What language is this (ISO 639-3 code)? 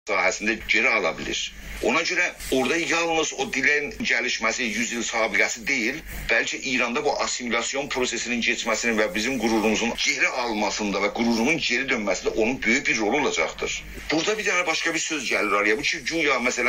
azb